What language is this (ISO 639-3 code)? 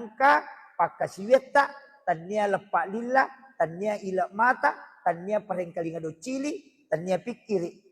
bug